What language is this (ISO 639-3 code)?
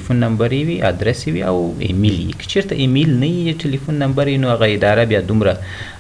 pus